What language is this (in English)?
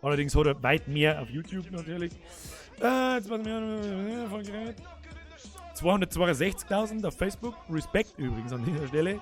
Bavarian